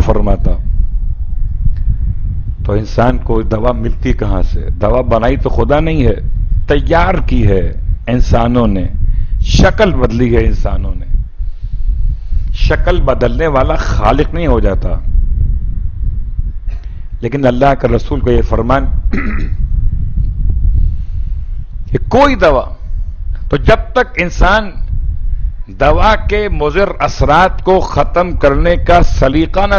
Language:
Urdu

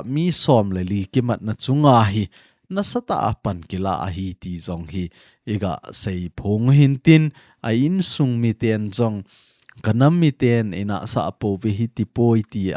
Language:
Thado Chin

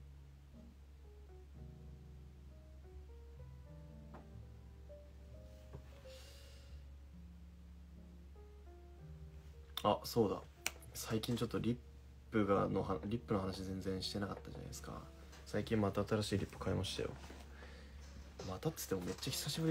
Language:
Japanese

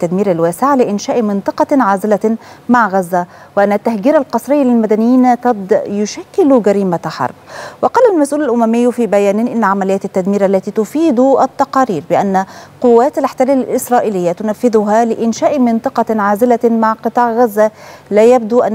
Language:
Arabic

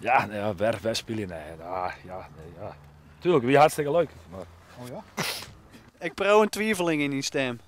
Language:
Western Frisian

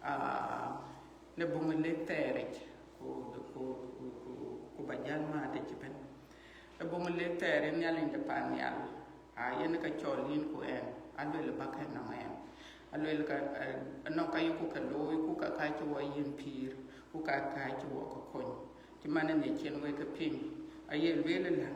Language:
Dinka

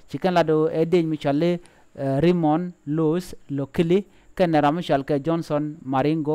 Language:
Nuer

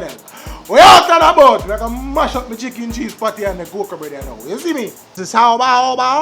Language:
Jamaican Creole English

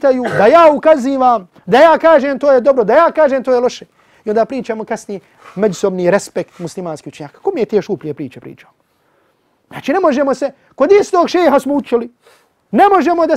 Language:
Bosnian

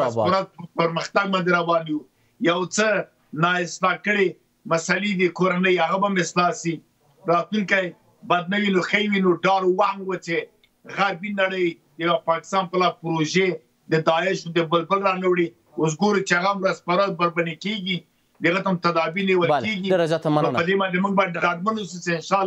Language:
Pashto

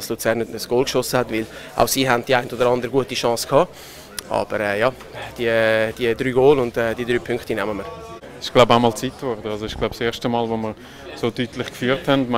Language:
Swiss German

